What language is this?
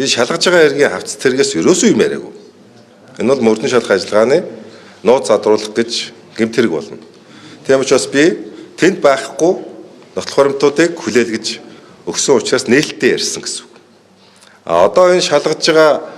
Mongolian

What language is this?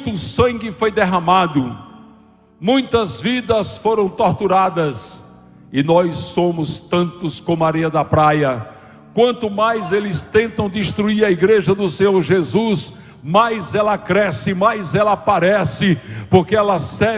Portuguese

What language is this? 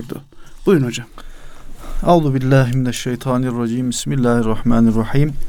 Turkish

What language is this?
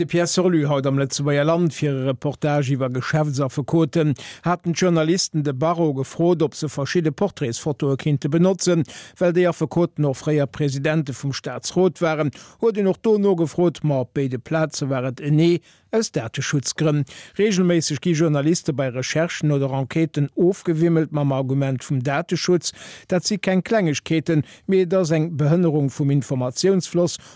Luxembourgish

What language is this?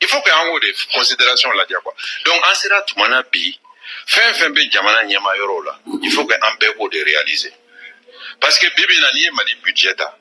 Bambara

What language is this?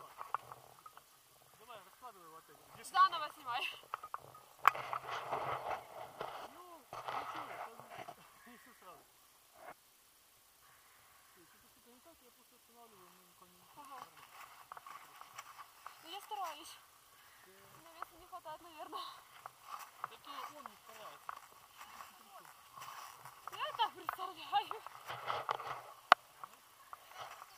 Russian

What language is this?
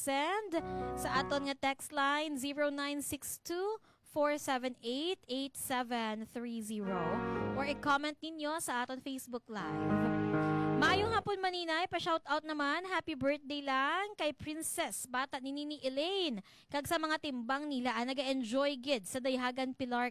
Hiligaynon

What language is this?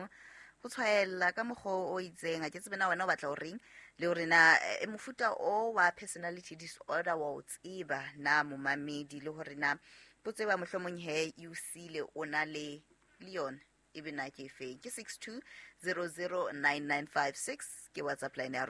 Southern Sotho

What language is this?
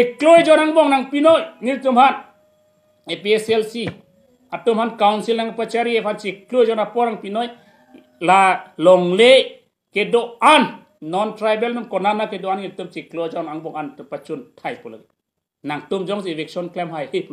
Karbi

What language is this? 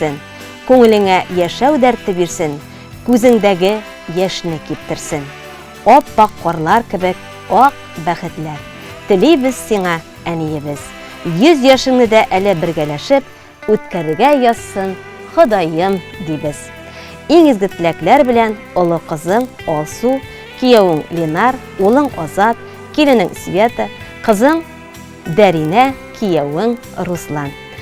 Tatar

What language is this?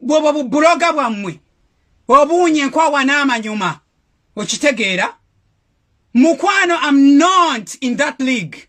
Ganda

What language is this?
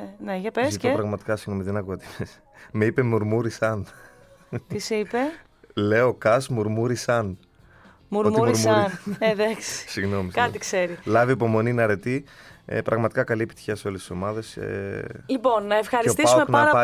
Greek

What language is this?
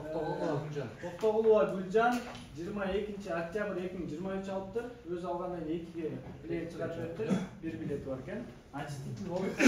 Kyrgyz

